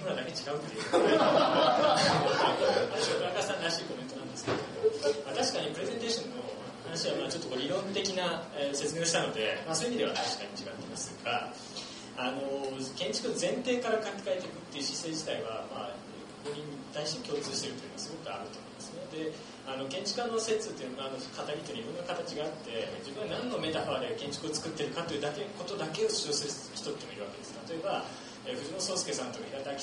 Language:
Japanese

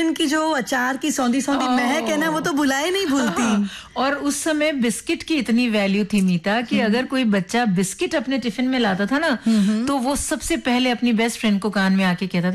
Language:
Hindi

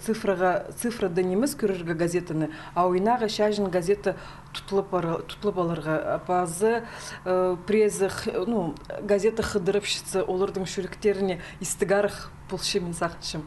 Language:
Khakas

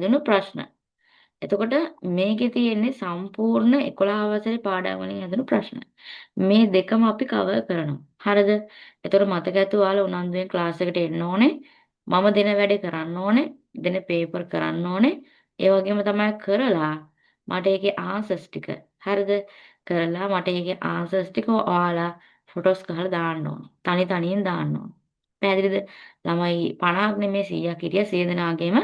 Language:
Sinhala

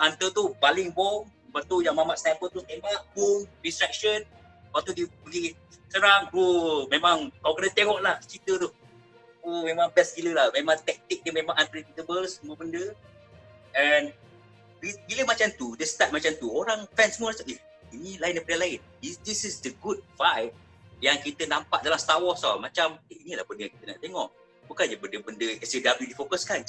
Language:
Malay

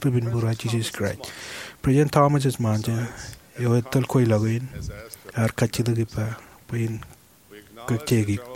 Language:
Marshallese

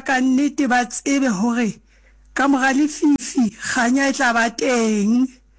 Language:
Southern Sotho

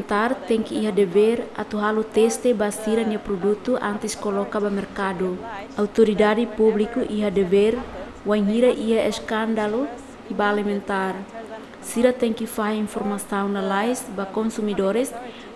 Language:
Tetum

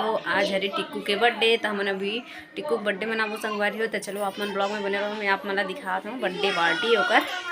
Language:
Chhattisgarhi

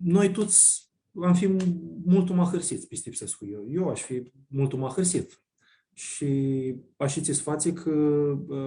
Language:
Aromanian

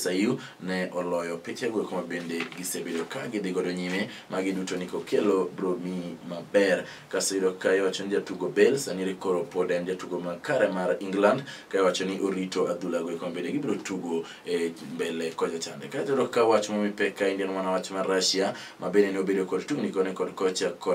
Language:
Luo (Kenya and Tanzania)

